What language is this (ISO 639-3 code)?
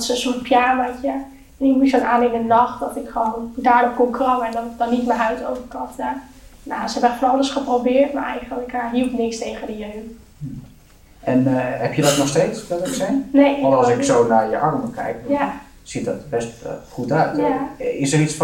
nld